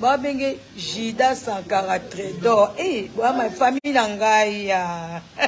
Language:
Lingala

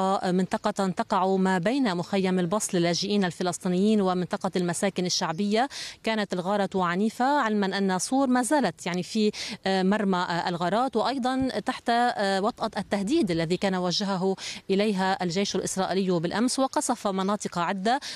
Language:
Arabic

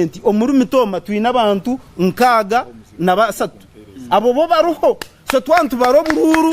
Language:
Nyankole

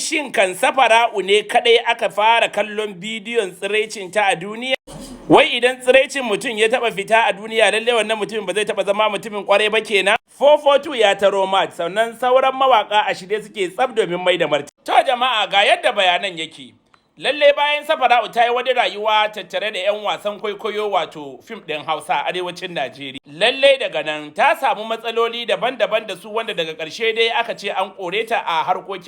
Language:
Hausa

